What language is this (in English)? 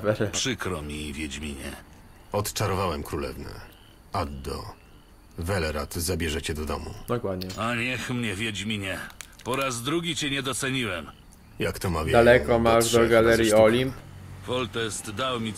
Polish